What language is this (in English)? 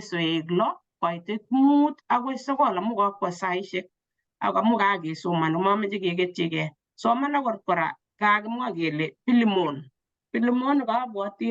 Kalenjin